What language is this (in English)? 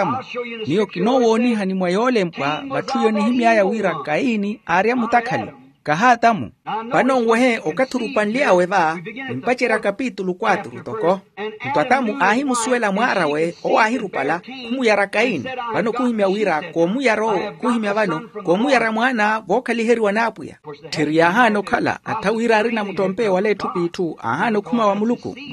Makhuwa